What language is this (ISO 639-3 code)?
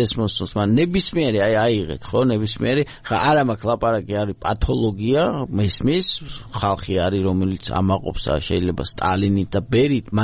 kat